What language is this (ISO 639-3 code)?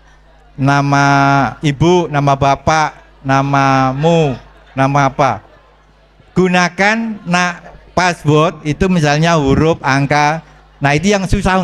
ind